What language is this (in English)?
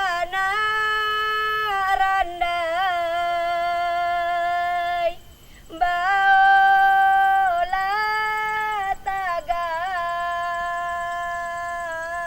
Minangkabau